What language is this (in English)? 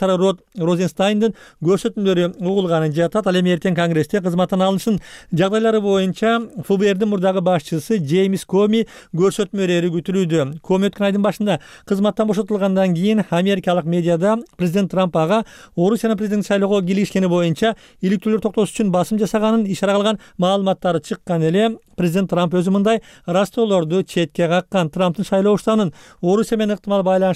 Kyrgyz